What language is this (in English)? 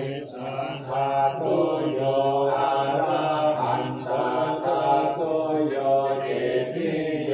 Pali